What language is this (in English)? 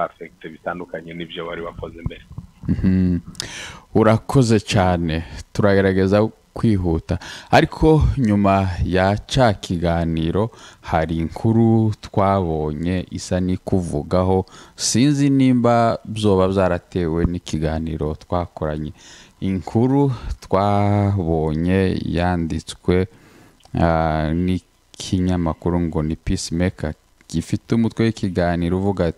Kinyarwanda